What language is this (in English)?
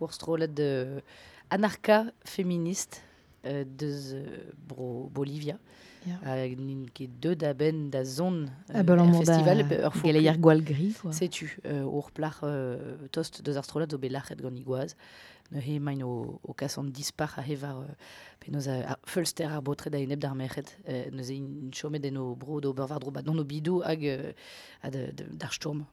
Breton